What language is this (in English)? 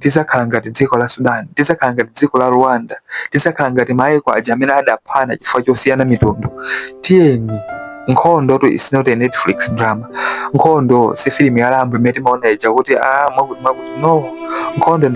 Nyanja